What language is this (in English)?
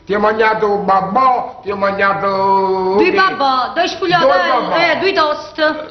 Neapolitan